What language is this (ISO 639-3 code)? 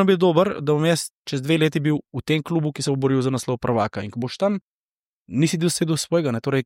slv